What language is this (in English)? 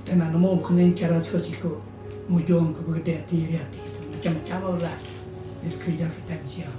Iban